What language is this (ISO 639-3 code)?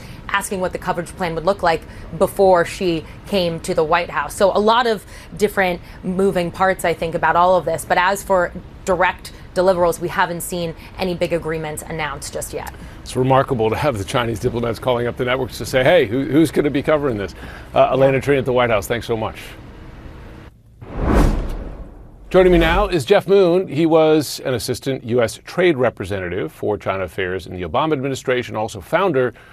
eng